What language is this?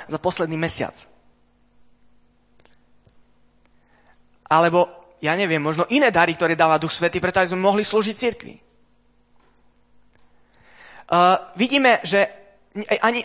Slovak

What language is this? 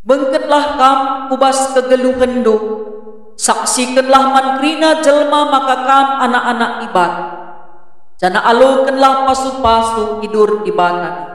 Batak Karo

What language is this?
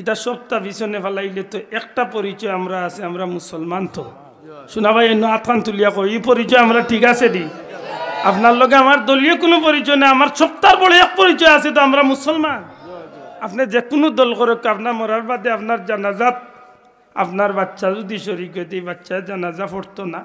Sylheti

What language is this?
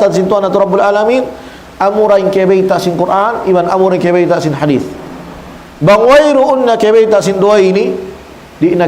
Tausug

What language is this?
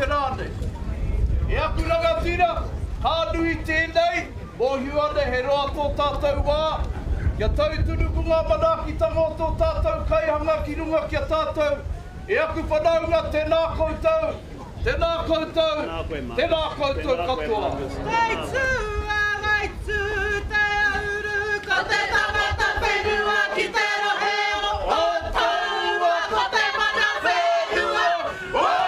Māori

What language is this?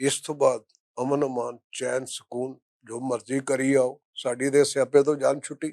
Western Panjabi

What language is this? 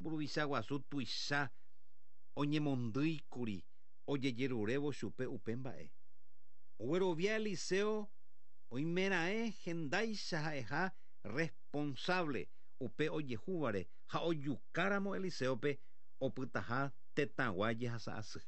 Guarani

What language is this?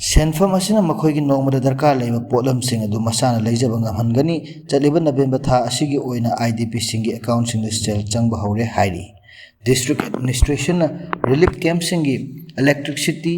Manipuri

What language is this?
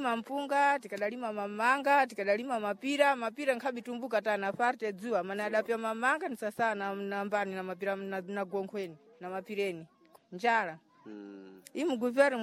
Sena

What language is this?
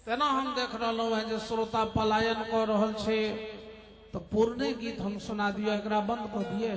Maithili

